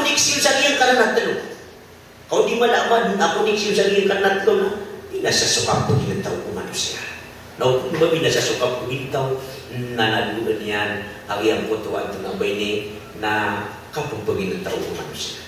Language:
Maranao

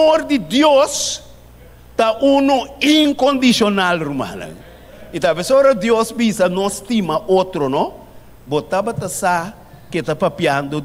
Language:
Papiamento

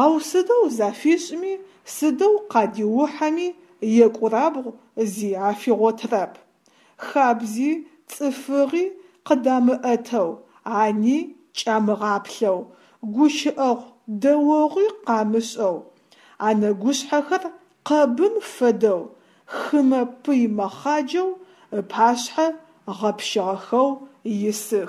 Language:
Adyghe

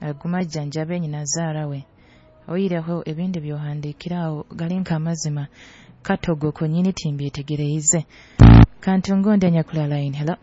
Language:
Nyoro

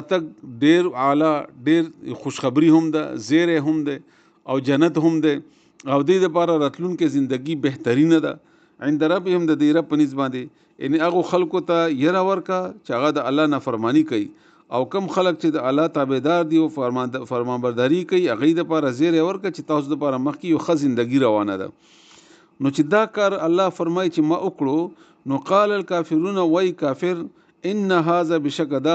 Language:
Pashto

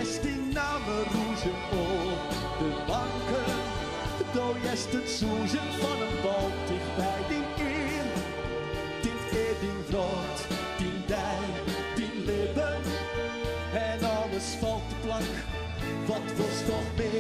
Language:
Western Frisian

